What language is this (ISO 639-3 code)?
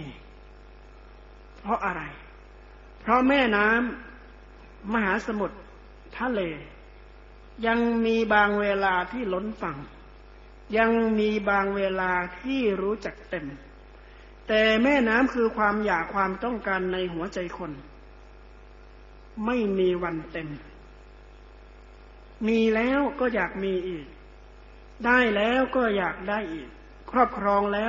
tha